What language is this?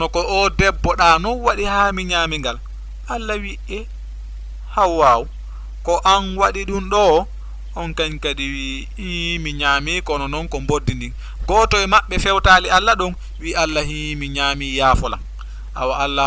Fula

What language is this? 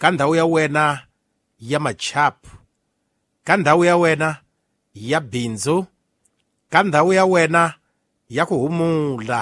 Tsonga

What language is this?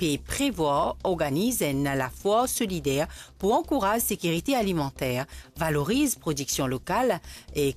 Morisyen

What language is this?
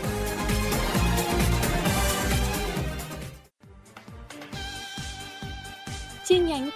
Vietnamese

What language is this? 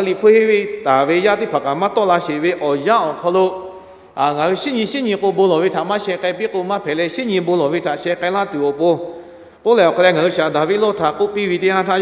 Lahu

